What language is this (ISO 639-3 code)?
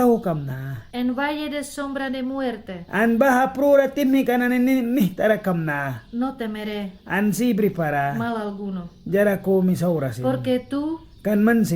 miq